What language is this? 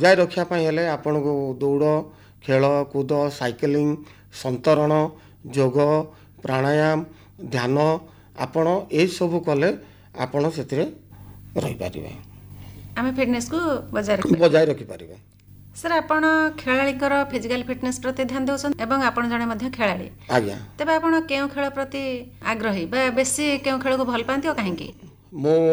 Odia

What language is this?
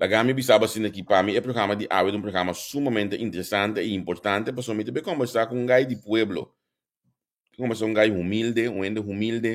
Papiamento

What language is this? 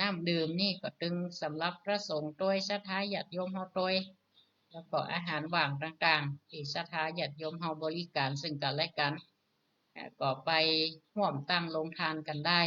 Northern Thai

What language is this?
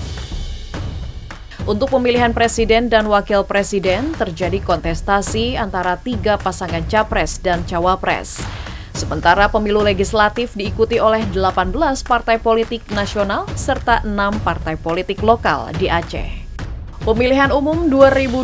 Indonesian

